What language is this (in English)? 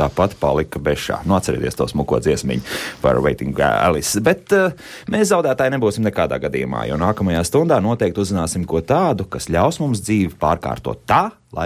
Latvian